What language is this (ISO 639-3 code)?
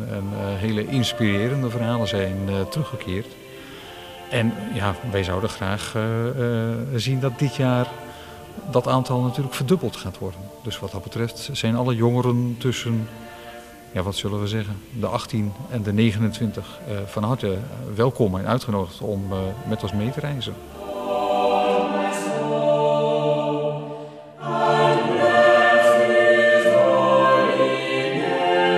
nld